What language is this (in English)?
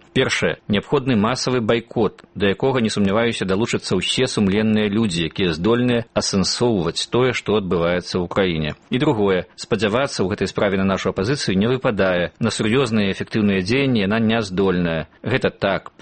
Belarusian